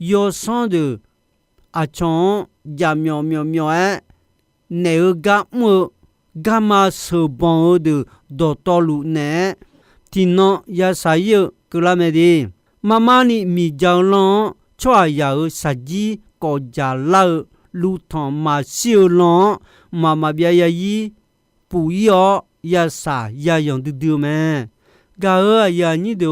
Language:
Akha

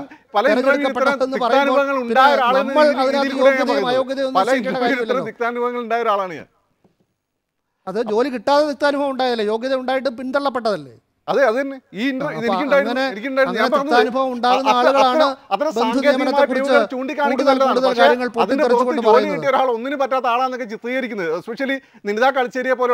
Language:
Malayalam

